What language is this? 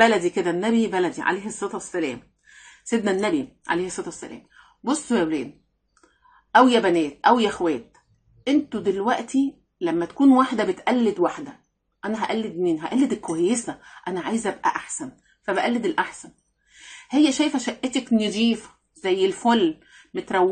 Egyptian Arabic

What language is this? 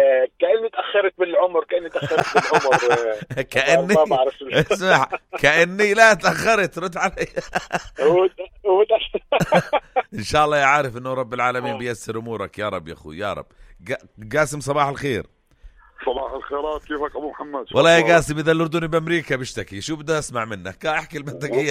North Levantine Arabic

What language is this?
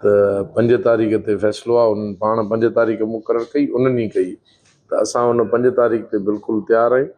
Sindhi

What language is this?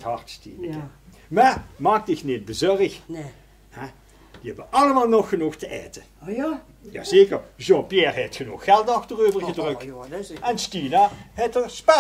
Limburgish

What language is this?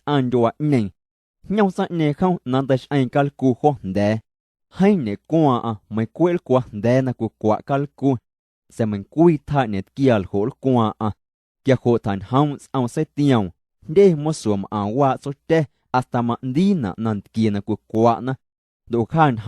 Guerrero Amuzgo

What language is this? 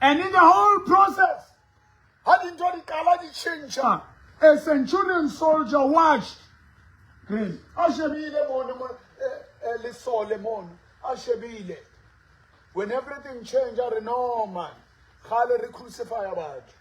Southern Sotho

